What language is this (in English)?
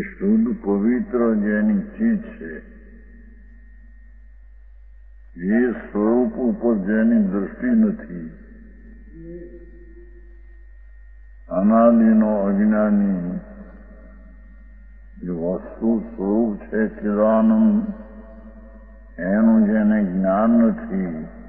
Gujarati